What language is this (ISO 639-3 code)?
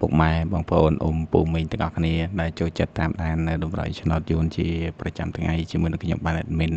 khm